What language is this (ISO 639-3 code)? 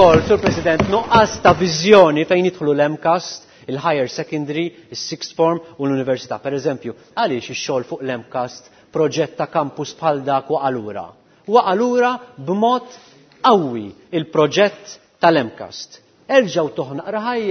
mlt